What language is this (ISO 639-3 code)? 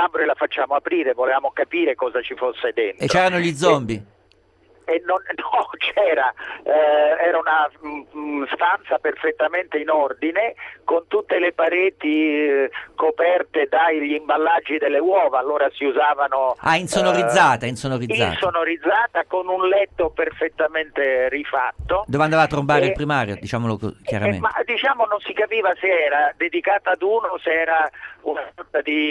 ita